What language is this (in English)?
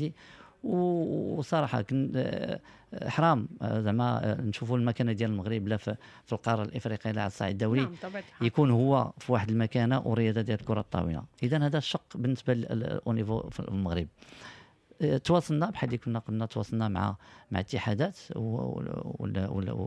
Moroccan Arabic